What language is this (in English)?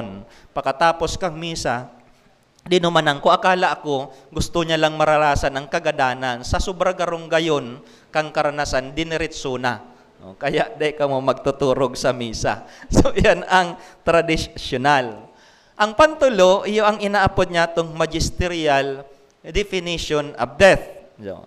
Bikol